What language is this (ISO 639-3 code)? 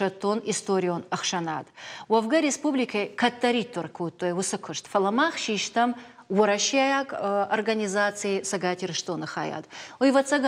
oss